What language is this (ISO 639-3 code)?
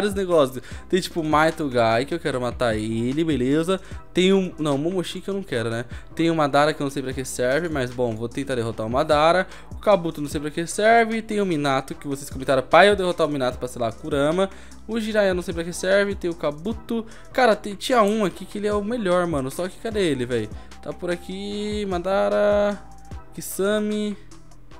por